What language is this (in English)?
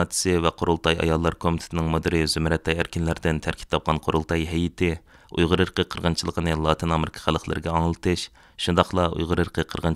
Uyghur